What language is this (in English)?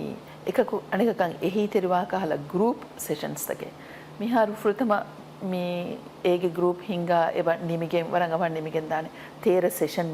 Divehi